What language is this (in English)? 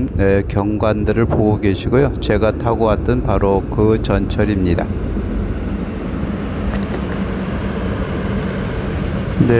Korean